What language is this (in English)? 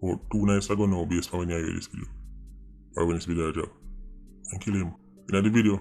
Jamaican Creole English